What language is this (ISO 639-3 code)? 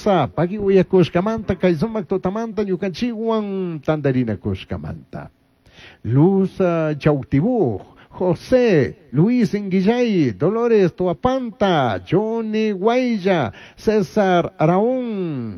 qug